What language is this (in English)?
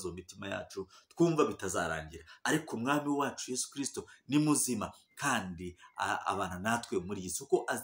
Kinyarwanda